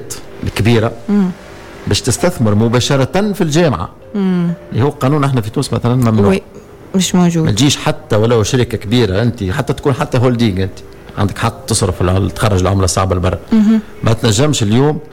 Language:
Tunisian Arabic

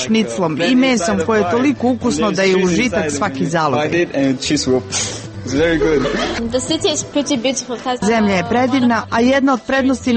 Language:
Serbian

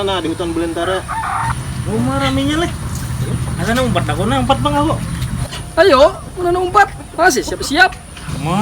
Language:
Banjar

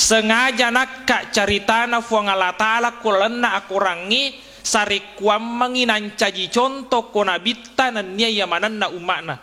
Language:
Buginese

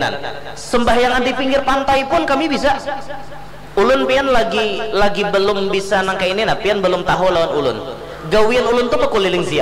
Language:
Banjar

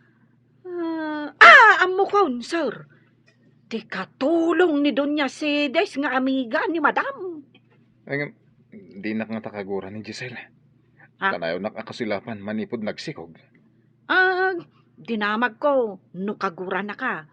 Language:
Iloko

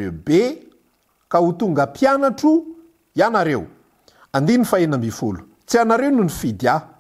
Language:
Malagasy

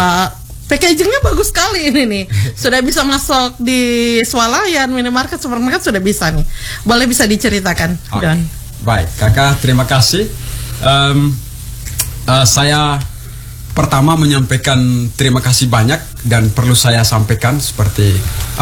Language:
Indonesian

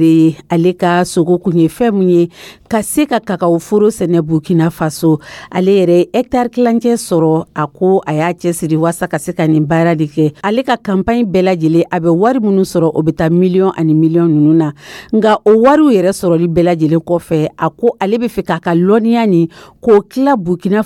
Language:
Dyula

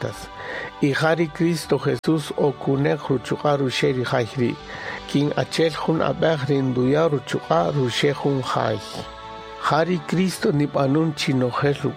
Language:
Kaqchikel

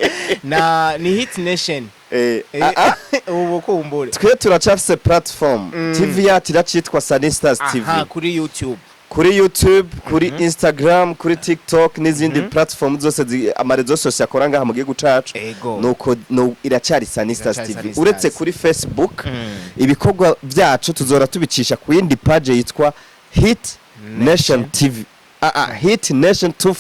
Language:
Rundi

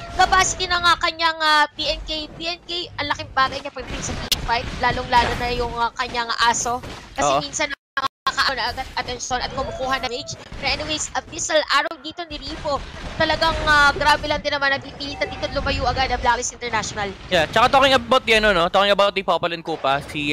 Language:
Filipino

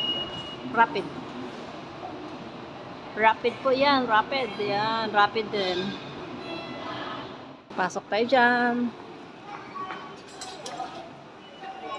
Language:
Filipino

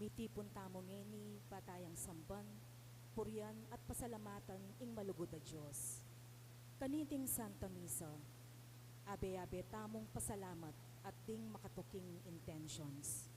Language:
Pampanga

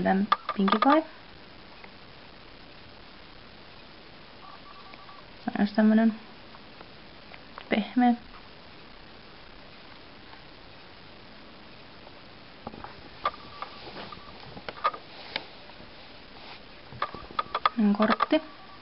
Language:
Finnish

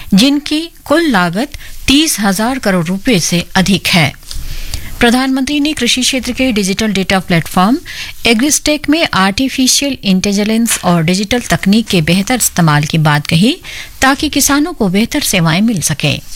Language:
Hindi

